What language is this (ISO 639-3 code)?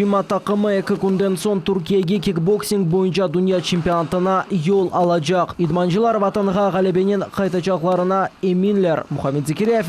crh